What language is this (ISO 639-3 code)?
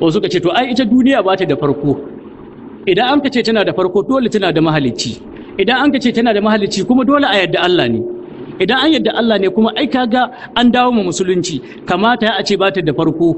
hau